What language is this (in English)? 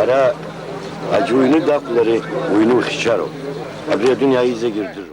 Abkhazian